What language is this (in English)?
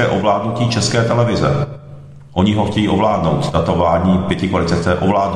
Czech